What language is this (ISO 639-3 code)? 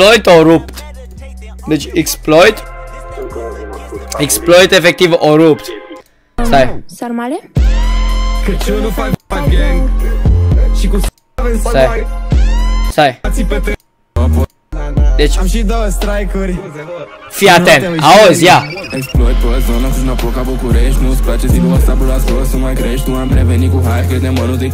ron